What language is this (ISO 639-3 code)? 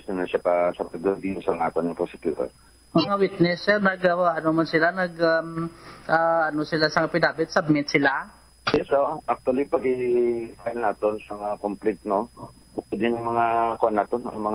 hil